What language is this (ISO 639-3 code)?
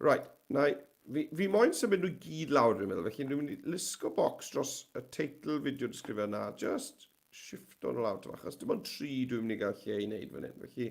cym